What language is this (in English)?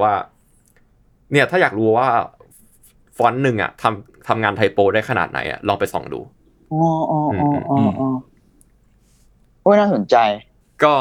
Thai